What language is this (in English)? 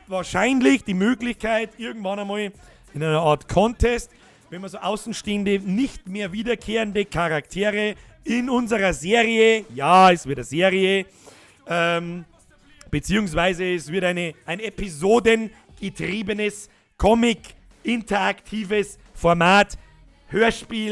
Bavarian